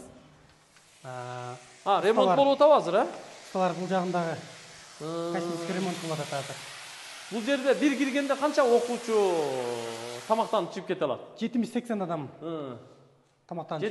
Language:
Kyrgyz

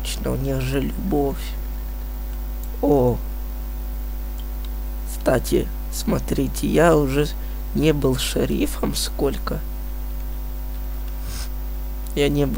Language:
Russian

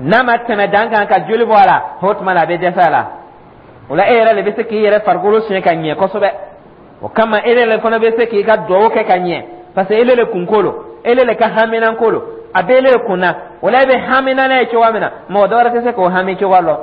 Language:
Dyula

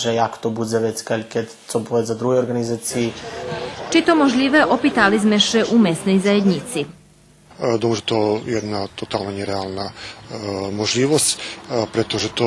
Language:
Rusyn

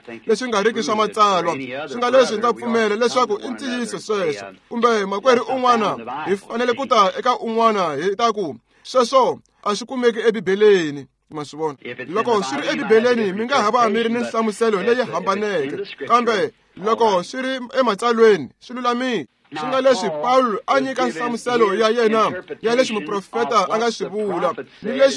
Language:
Tsonga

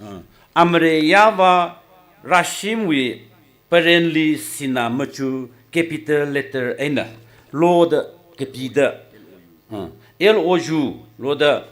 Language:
Tangkhul Naga (India)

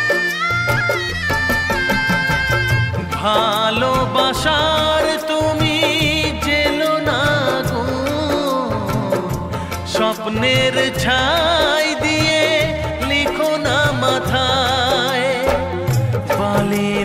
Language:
Bangla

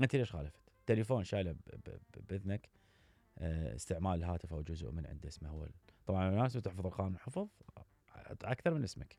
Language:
Mesopotamian Arabic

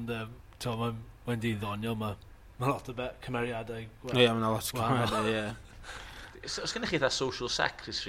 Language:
Welsh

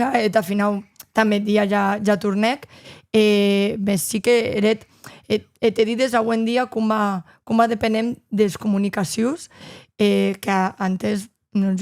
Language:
Occitan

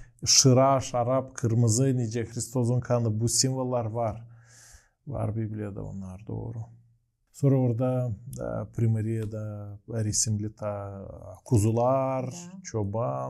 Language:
Gagauz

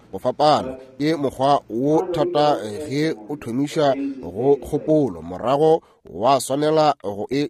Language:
Northern Sotho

